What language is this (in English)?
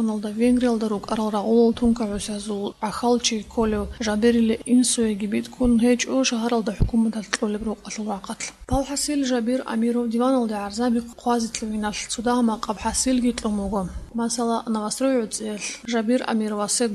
Avaric